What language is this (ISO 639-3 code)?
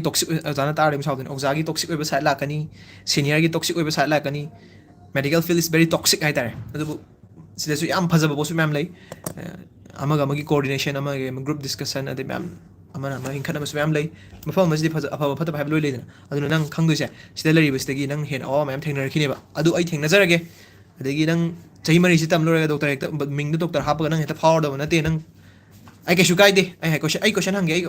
mni